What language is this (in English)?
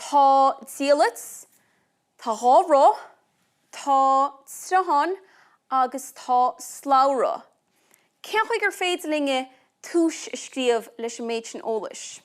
Irish